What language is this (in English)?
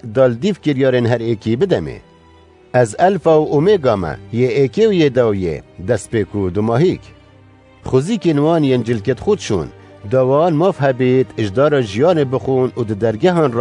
Kurdish